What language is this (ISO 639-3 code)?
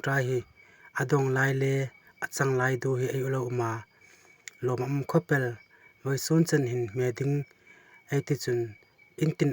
hmr